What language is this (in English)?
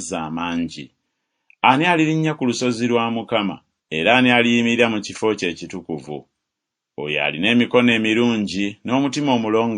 Ganda